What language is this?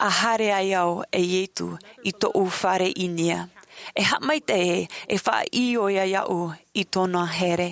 Tahitian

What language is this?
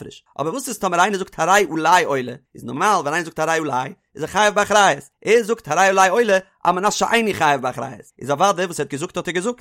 Yiddish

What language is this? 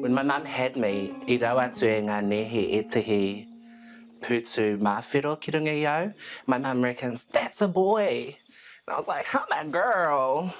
Māori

